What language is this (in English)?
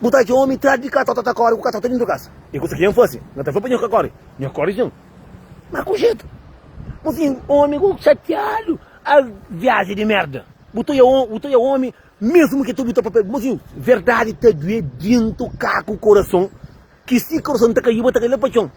Kabuverdianu